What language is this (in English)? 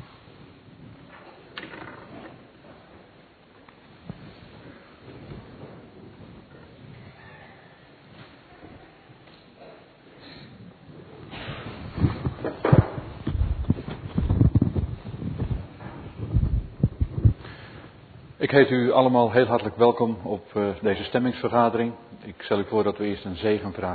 Dutch